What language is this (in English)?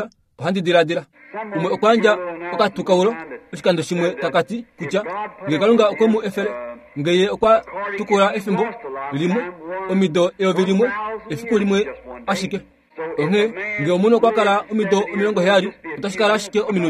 Kuanyama